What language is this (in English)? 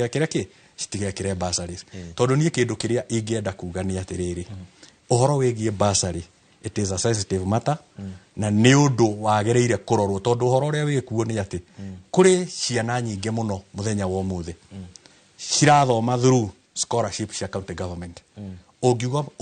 Kikuyu